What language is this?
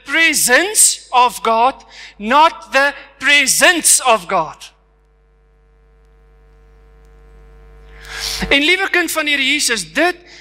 Afrikaans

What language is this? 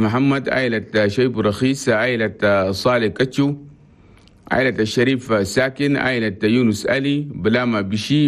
Chadian Arabic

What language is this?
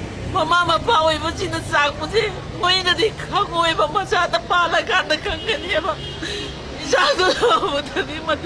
Manipuri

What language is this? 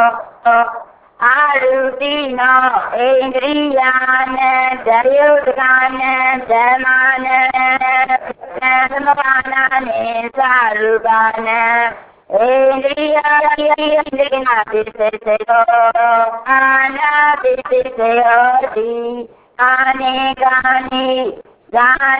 Burmese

